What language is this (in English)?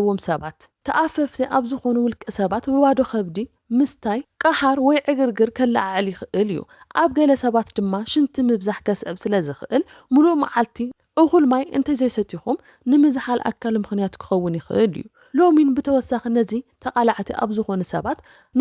Tigrinya